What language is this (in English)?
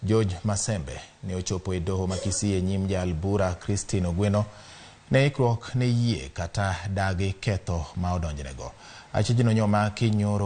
Luo (Kenya and Tanzania)